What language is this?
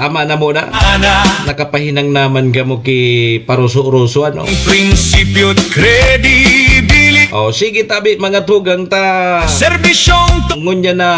Bikol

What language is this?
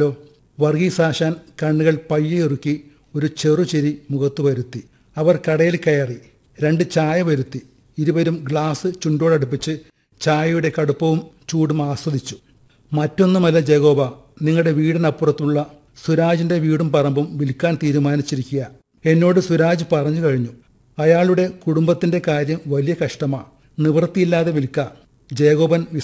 Malayalam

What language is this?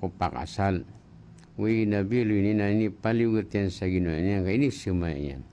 Maranao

